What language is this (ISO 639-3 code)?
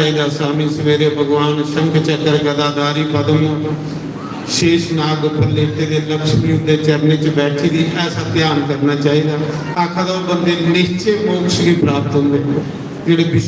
doi